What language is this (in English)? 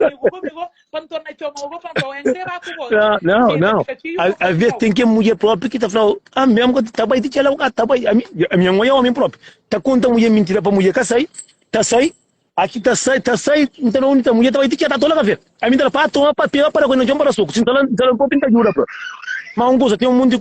Kabuverdianu